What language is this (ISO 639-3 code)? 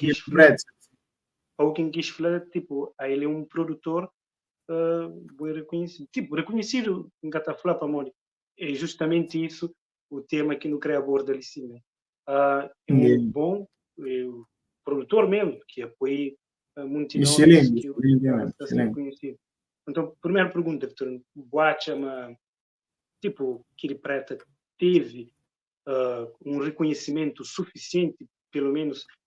kea